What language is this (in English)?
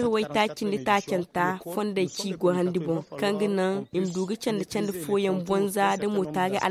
Zarma